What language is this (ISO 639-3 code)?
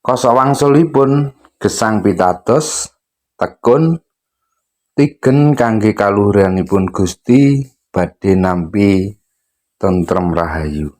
jav